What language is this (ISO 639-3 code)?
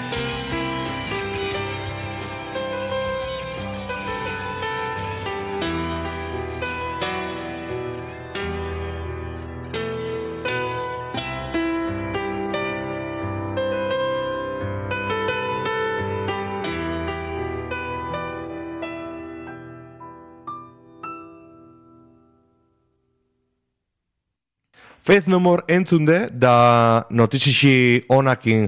eus